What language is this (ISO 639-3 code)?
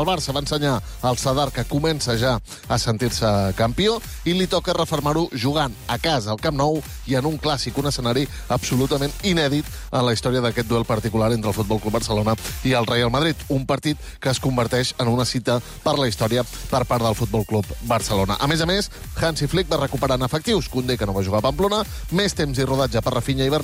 cat